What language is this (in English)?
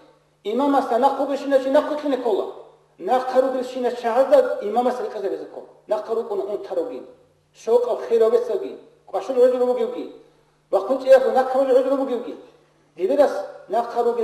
Avaric